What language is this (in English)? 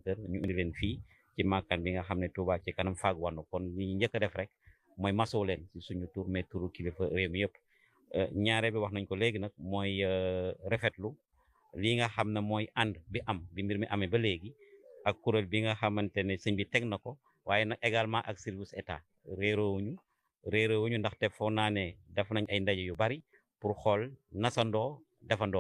Wolof